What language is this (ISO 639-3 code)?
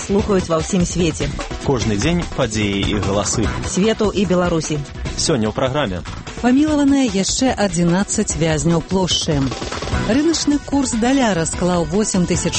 bel